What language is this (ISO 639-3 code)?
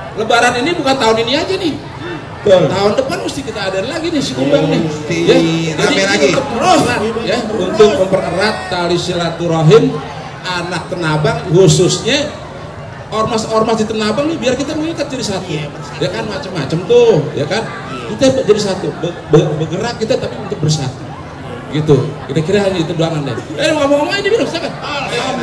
bew